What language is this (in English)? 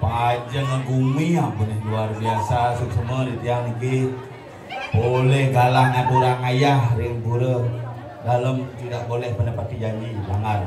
Balinese